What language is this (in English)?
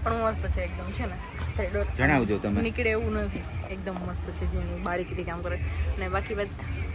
Gujarati